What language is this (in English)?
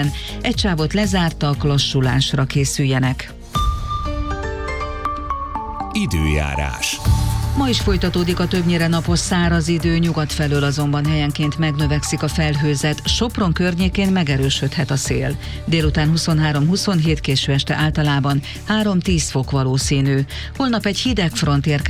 Hungarian